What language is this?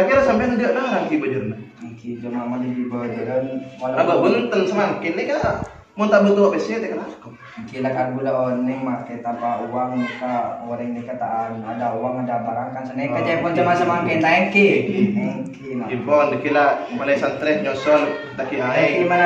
Madurese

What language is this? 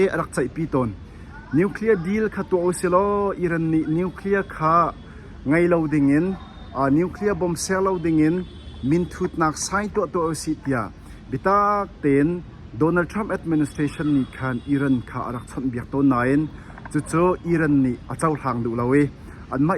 Hakha Chin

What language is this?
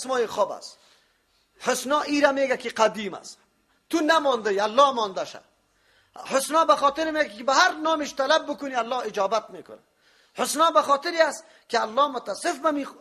Persian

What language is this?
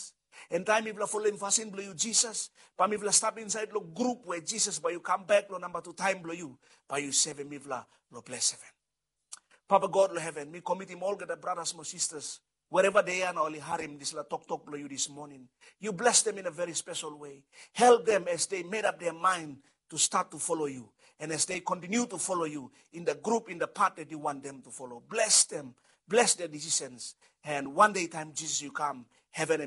Bislama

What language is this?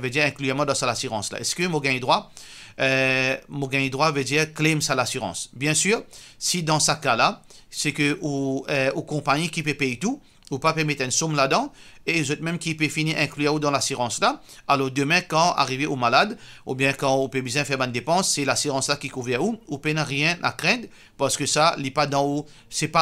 Morisyen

